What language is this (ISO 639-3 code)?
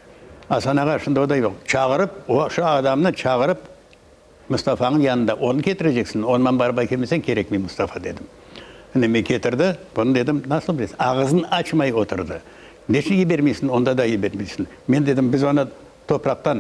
crh